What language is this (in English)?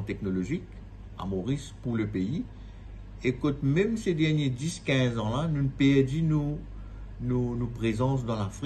Morisyen